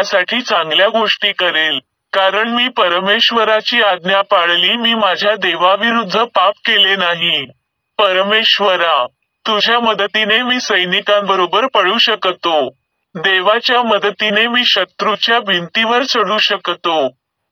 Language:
Marathi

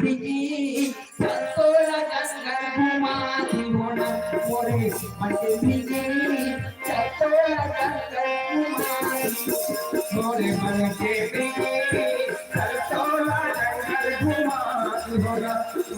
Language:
Chhattisgarhi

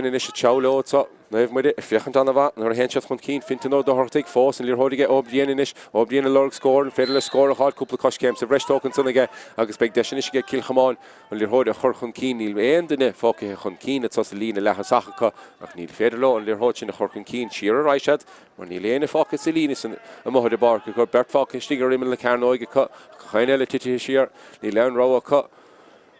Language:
Irish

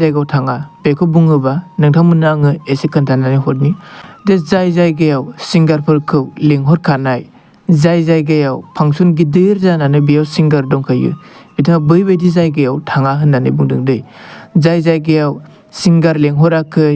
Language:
Bodo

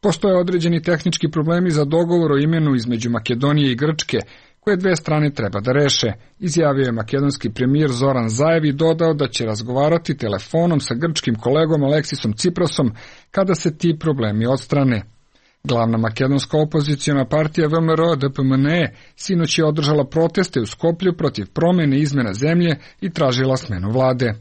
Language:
Serbian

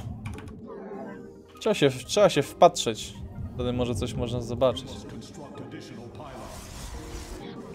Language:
Polish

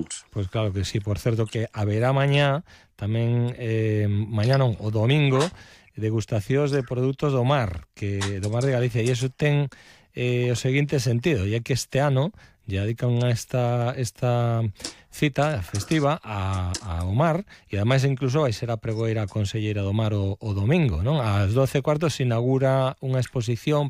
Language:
Galician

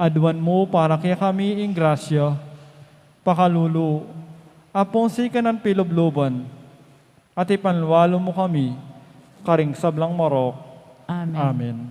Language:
Pampanga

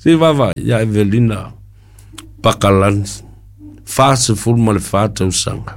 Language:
Samoan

